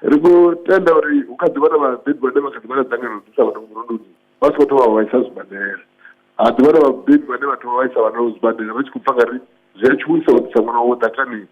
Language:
Venda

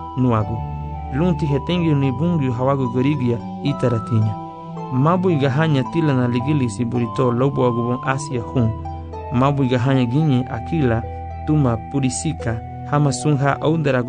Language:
Garifuna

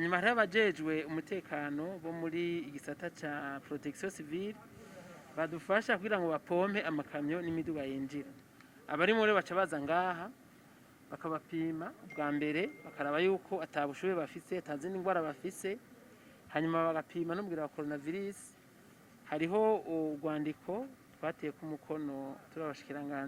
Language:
Rundi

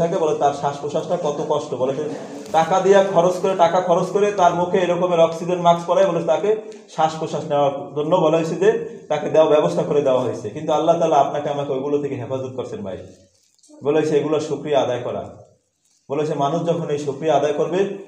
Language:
Bangla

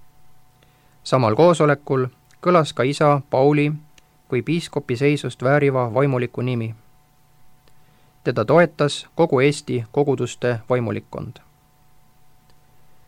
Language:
Estonian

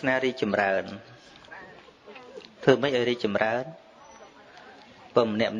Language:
Khmer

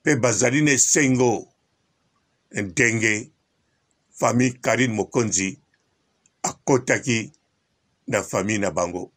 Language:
Lingala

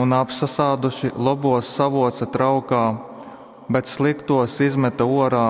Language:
Latgalian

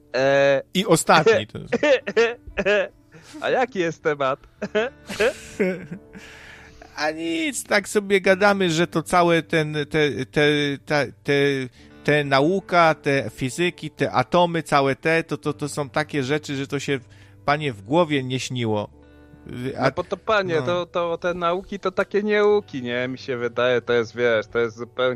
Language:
Polish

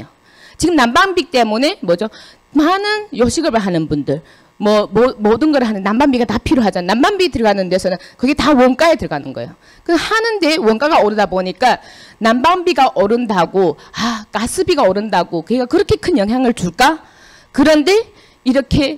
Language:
Korean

